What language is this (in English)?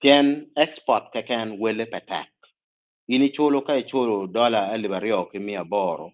Acoli